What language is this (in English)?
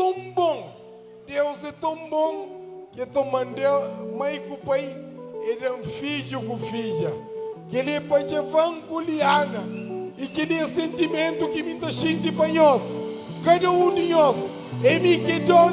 Kabuverdianu